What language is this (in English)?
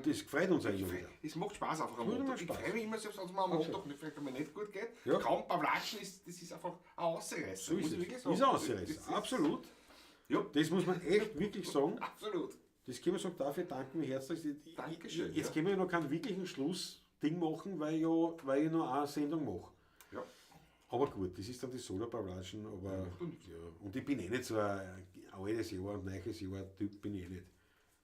Bavarian